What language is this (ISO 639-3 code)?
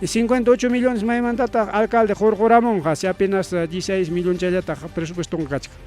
quy